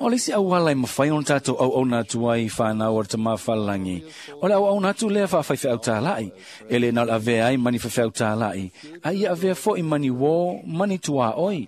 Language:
Samoan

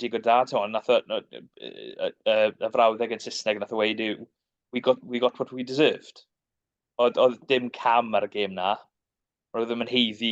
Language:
Welsh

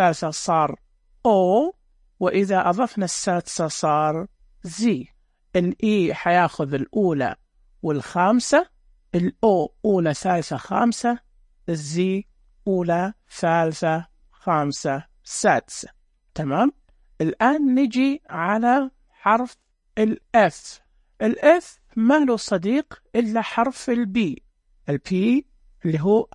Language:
Najdi Arabic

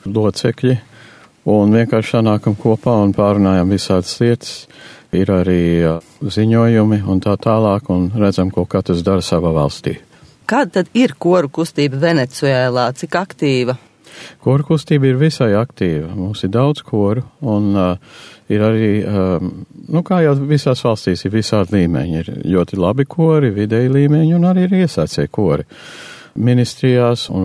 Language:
Latvian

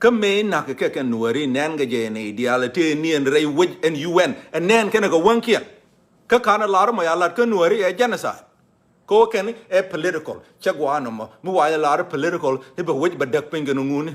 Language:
Nuer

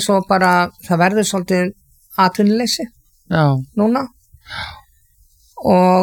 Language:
Icelandic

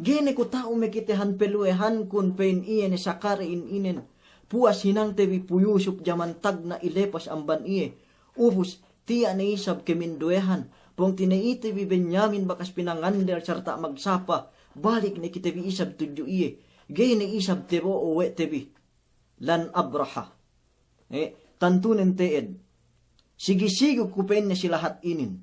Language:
Yakan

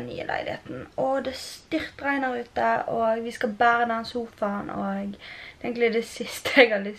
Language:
Norwegian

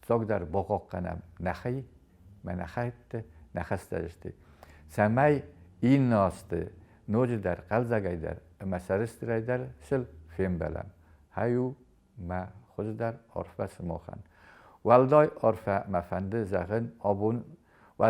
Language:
Ossetic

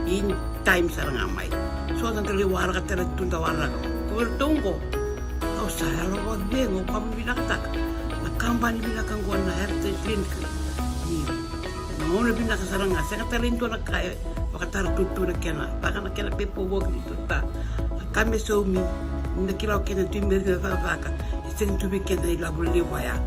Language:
Fijian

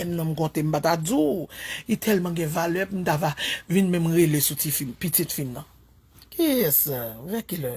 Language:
Haitian Creole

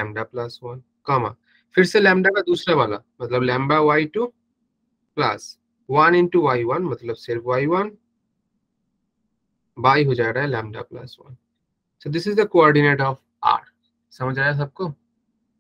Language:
Hindi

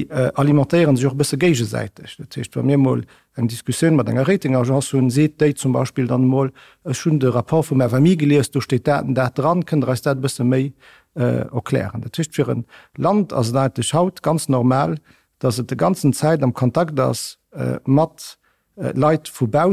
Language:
Luxembourgish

